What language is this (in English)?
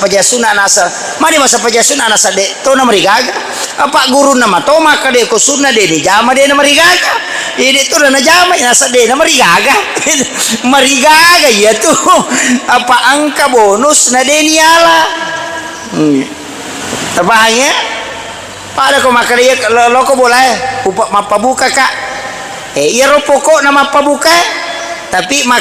Buginese